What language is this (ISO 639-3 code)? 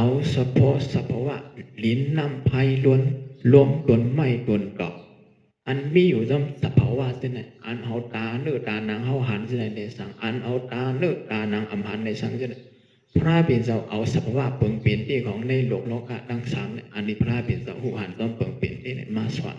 shn